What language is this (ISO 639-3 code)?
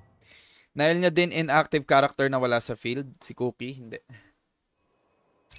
fil